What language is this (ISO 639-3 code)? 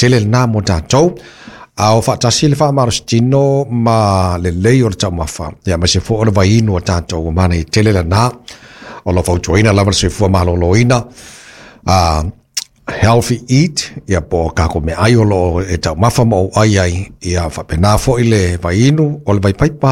smo